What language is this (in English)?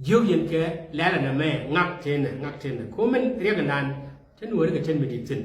Nuer